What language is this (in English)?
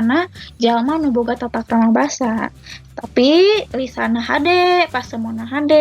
Sundanese